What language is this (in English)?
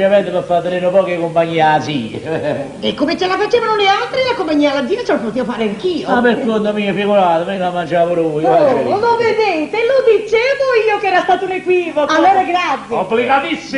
Neapolitan